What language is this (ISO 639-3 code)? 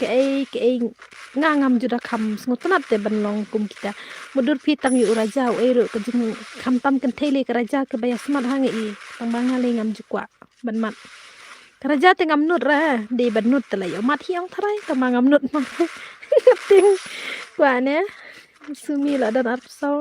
kha